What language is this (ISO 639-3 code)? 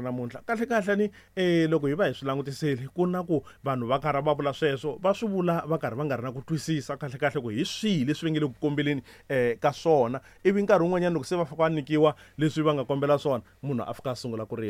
tso